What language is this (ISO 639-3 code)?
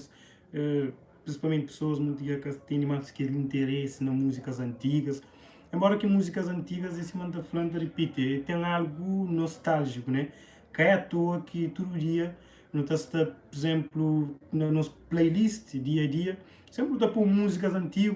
kea